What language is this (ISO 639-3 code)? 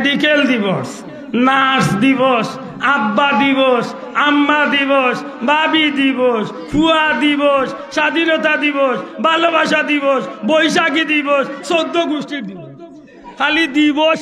syl